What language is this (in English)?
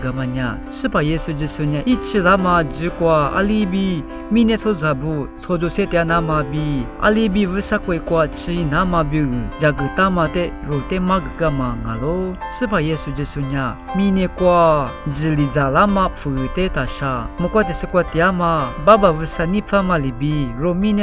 Lisu